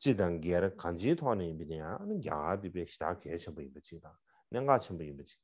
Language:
Tibetan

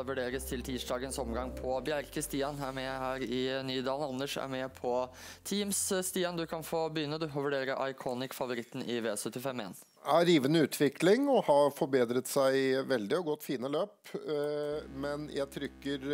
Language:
Norwegian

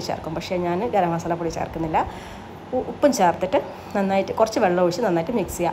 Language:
Malayalam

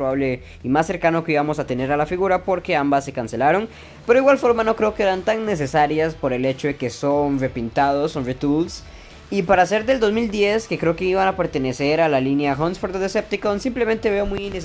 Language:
Spanish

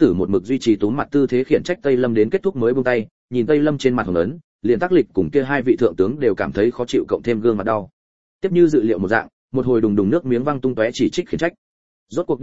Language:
Vietnamese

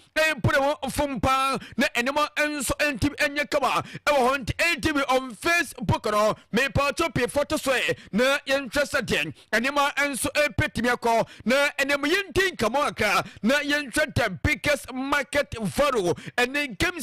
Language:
Akan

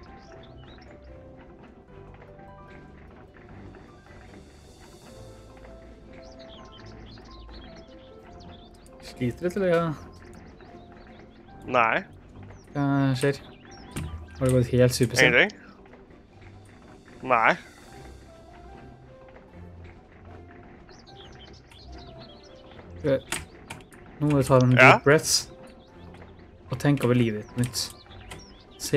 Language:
Norwegian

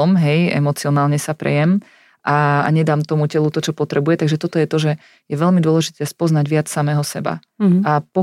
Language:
Slovak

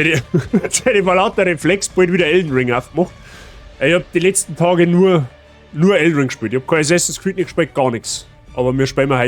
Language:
Bavarian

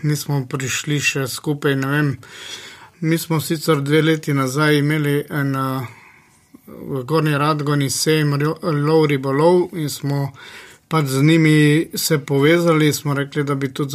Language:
Slovenian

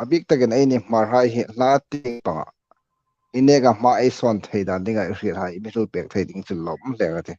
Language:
Hmar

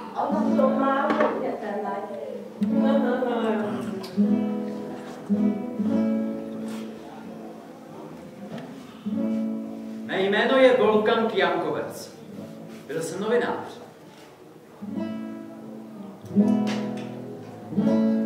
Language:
Czech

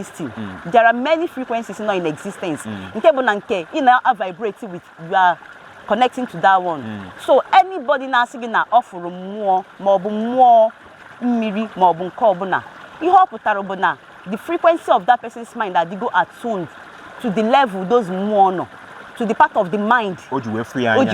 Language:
Igbo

